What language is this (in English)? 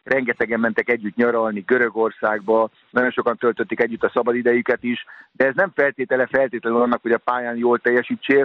Hungarian